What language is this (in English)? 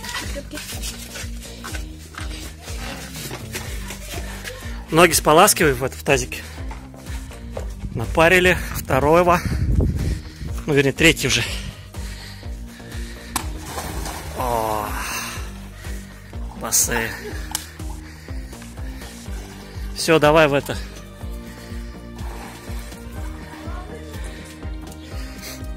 Russian